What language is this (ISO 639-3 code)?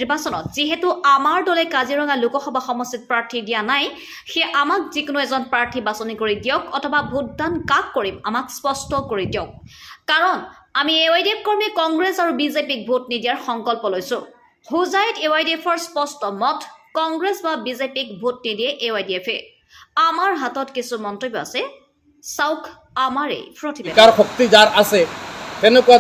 asm